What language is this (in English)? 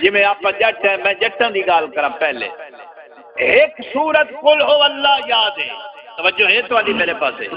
Saraiki